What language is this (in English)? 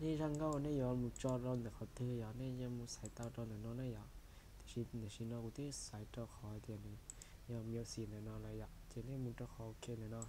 Hmong